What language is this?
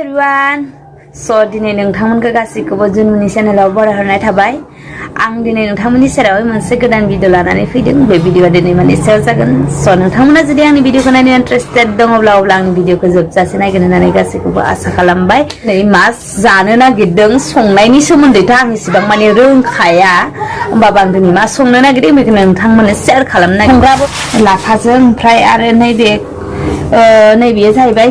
Bodo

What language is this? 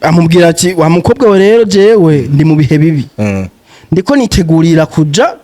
Rundi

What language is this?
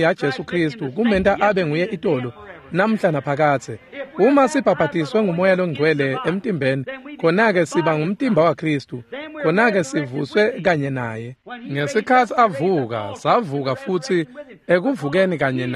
Swati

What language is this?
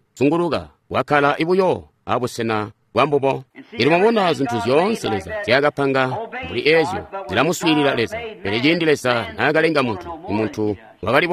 Tonga (Zambia)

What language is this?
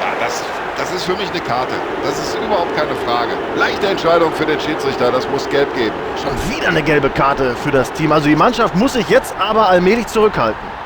Bavarian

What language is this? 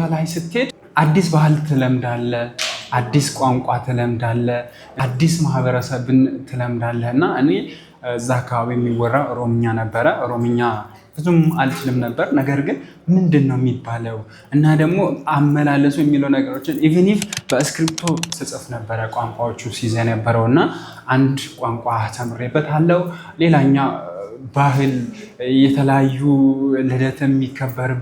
Amharic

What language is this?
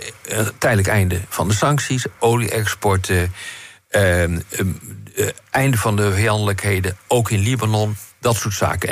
Dutch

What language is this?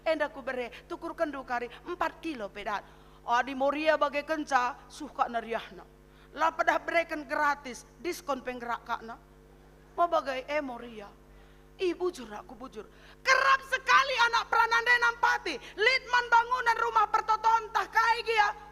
Batak Karo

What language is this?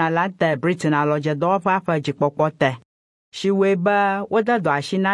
Ewe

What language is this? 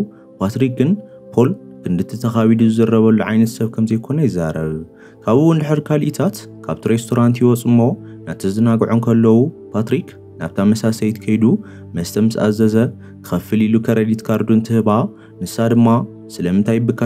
Tigrinya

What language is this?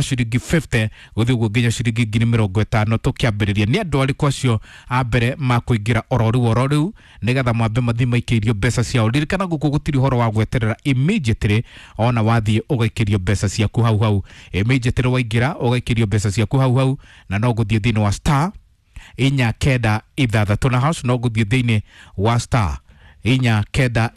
Kikuyu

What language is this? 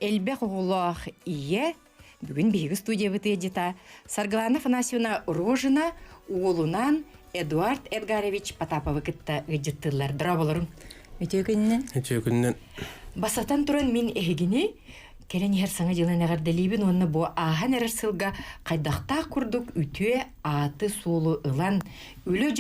Yakut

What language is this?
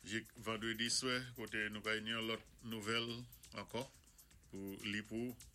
Saint Lucian Creole French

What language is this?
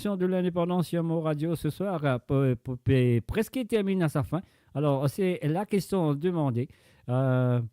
Morisyen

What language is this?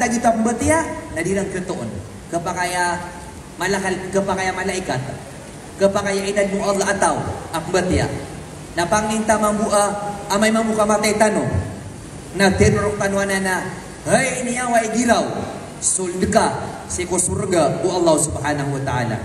Maranao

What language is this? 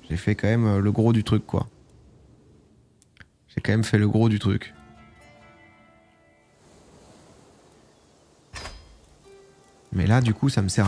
French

